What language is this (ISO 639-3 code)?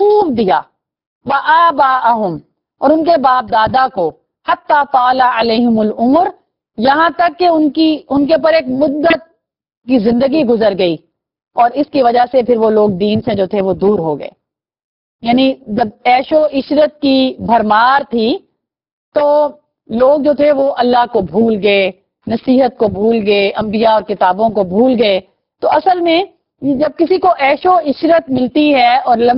urd